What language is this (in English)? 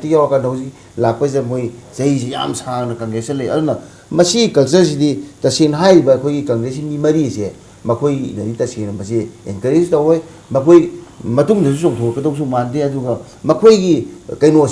Manipuri